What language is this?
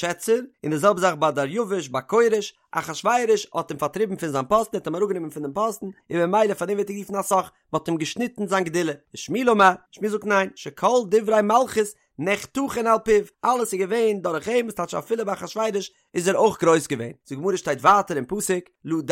Yiddish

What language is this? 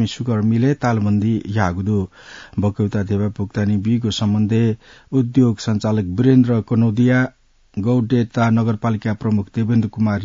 Newari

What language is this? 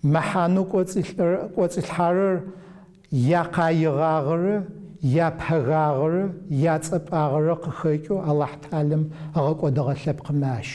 Adyghe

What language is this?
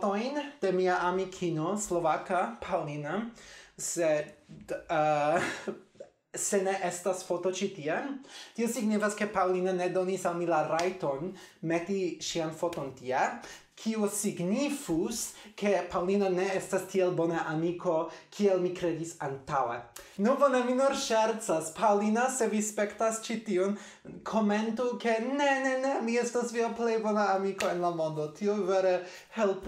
Esperanto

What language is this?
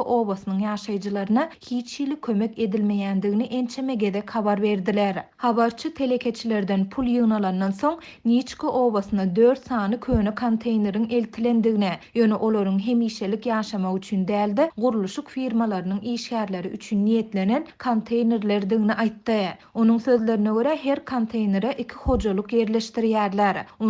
Turkmen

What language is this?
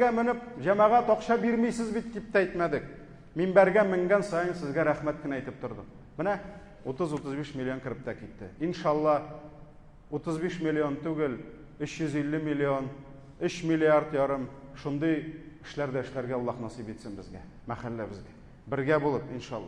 Tatar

